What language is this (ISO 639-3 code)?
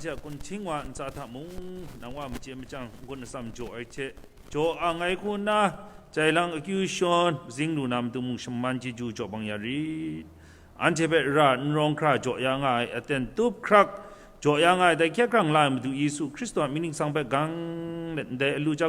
kac